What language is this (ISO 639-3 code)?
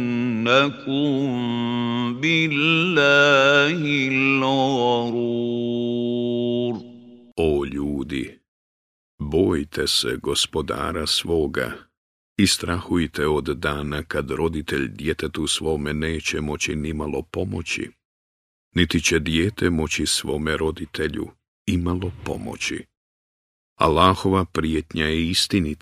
bos